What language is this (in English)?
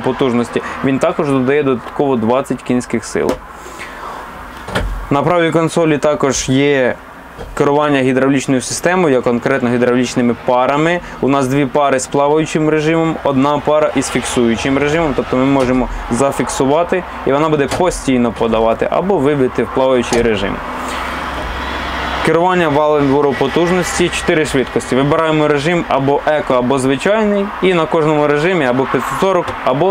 Ukrainian